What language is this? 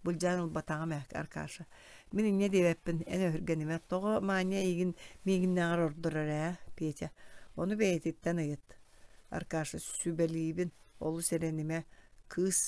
Yakut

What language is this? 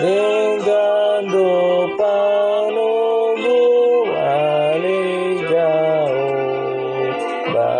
Batak Toba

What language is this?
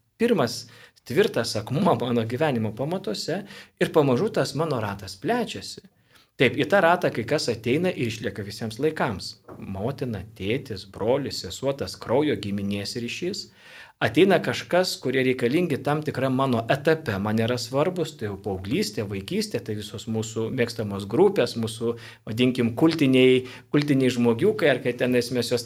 Lithuanian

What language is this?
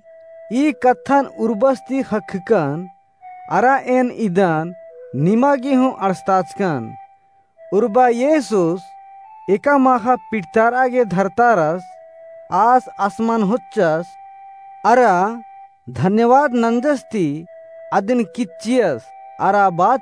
Kurukh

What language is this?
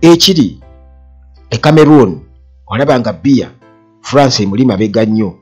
Ganda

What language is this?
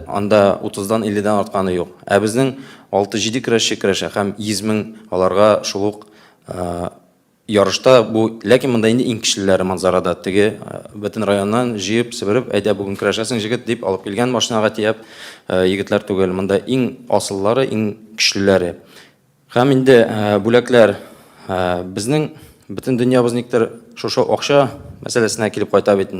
Tatar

